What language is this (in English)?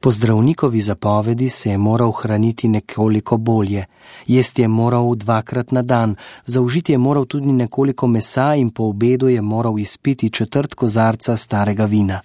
Slovenian